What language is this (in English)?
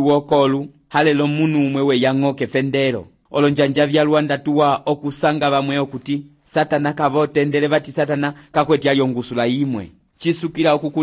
Umbundu